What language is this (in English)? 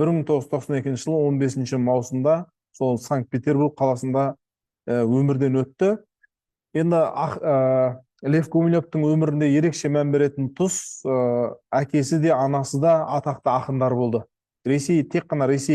Kazakh